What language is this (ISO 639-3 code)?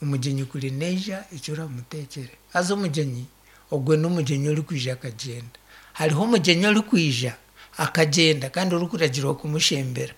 nyn